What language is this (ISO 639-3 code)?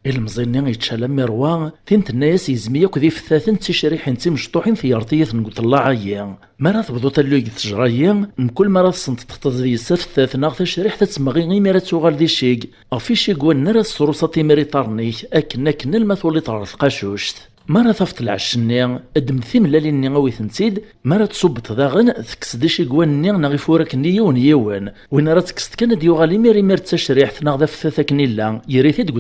kab